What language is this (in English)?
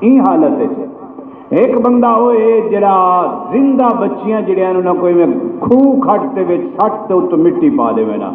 Saraiki